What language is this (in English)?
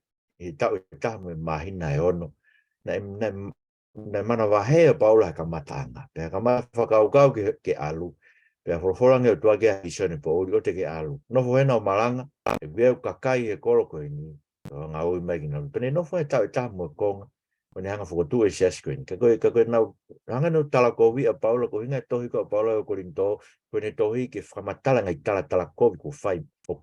Tongan